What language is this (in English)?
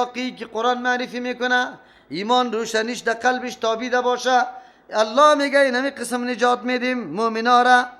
Persian